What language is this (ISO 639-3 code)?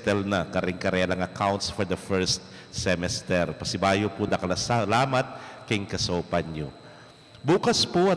pam